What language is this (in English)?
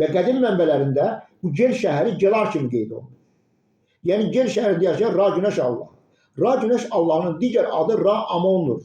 Azerbaijani